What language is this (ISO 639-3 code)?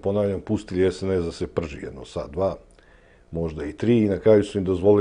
srp